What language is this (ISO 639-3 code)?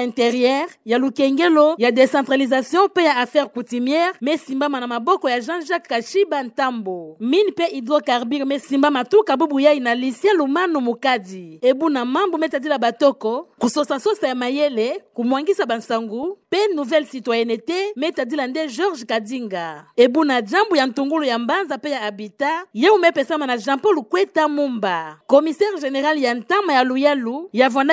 ktu